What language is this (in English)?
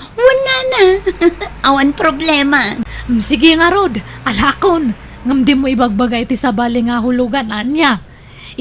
Iloko